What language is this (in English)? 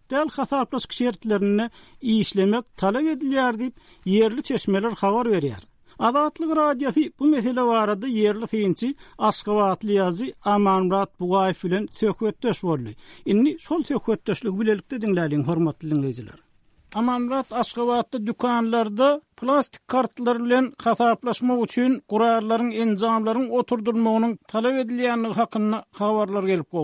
Turkmen